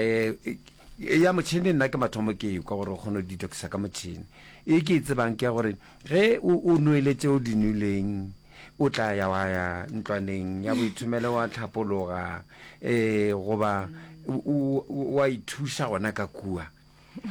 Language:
Northern Sotho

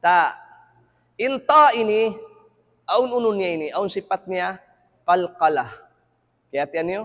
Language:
Tausug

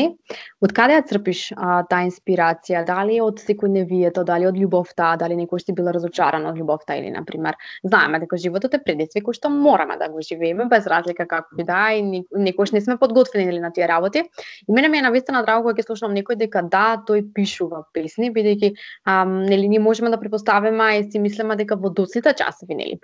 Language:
Macedonian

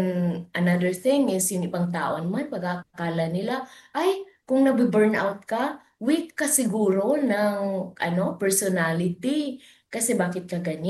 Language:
Filipino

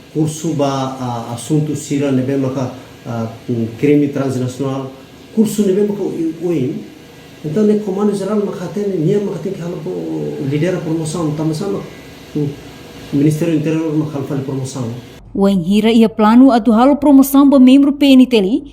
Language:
Tetum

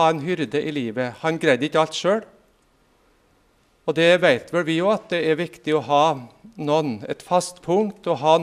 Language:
Norwegian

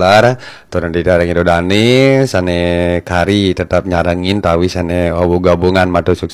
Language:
Balinese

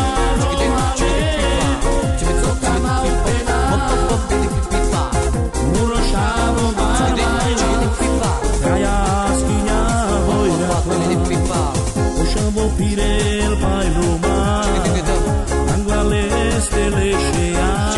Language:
Romany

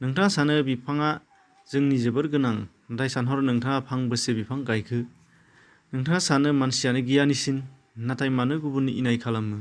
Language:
Bodo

